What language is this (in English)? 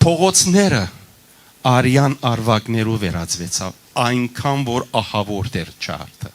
Western Armenian